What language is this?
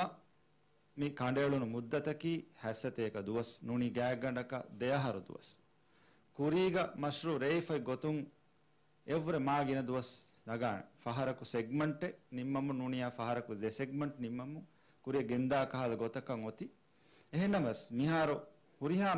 Divehi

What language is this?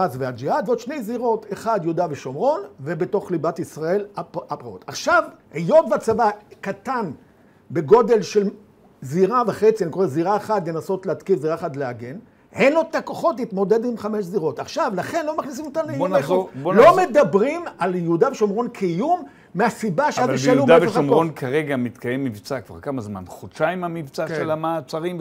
Hebrew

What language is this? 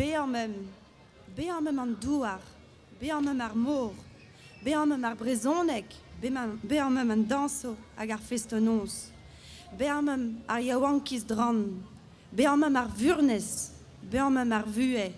Breton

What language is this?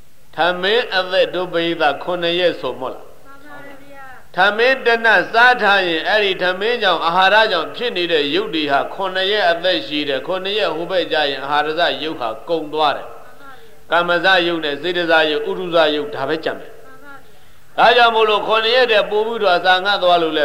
Burmese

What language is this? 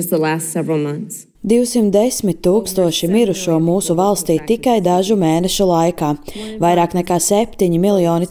Latvian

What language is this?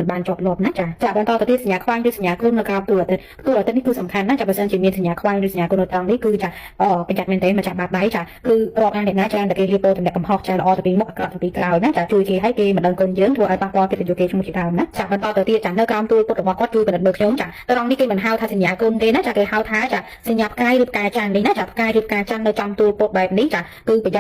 Khmer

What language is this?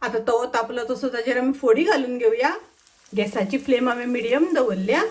Konkani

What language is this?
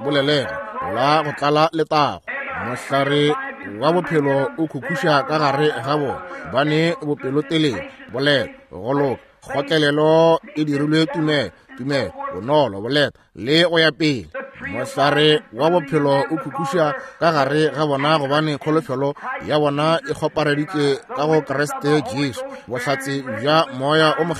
Northern Sotho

